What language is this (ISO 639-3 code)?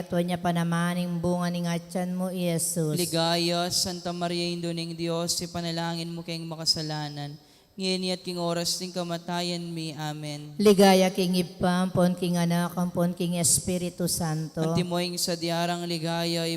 pam